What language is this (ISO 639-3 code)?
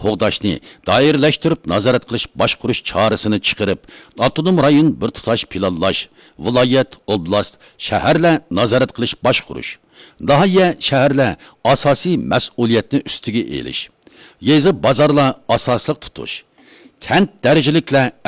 uig